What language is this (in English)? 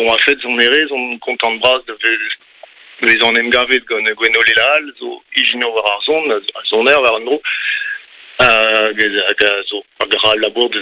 Breton